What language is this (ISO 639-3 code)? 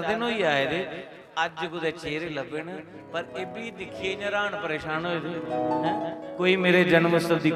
doi